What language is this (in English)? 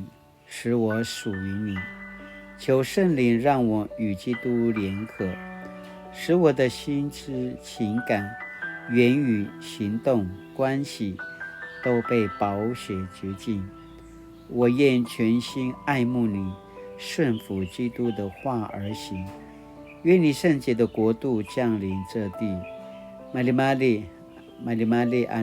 Paiwan